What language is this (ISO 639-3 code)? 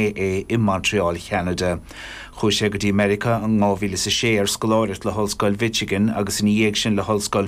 gle